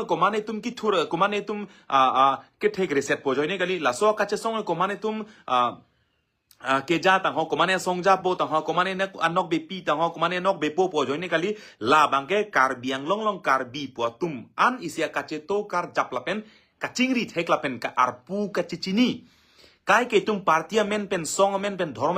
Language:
Karbi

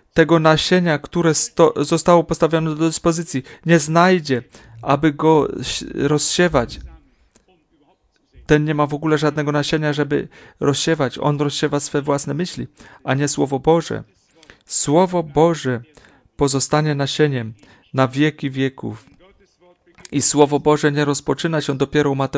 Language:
Polish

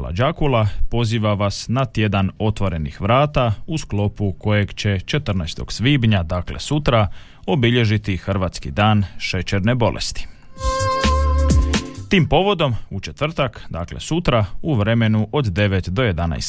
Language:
Croatian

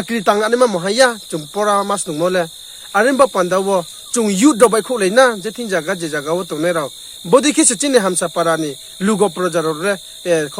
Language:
Riang (India)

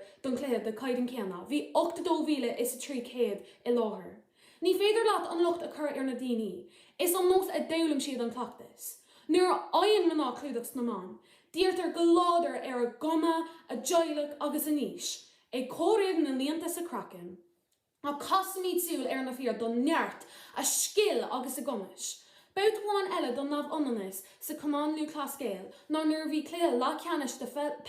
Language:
Irish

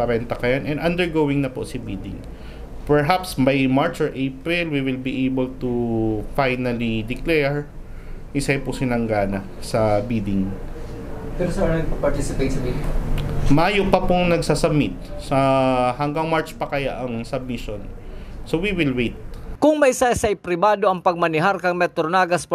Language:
Bikol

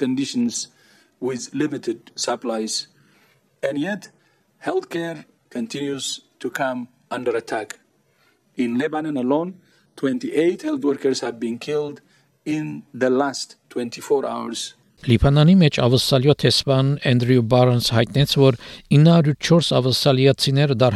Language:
Armenian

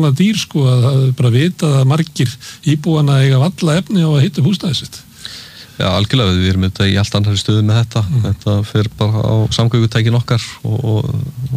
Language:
Icelandic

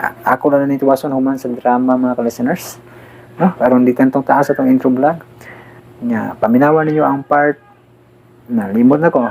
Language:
Cebuano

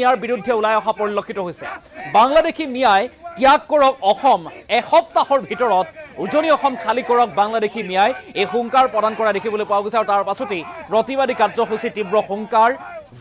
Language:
Assamese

